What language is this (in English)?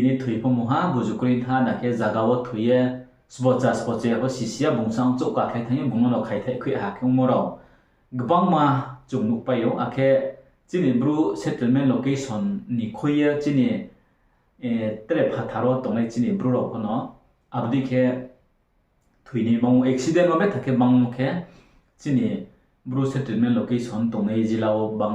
Riang (India)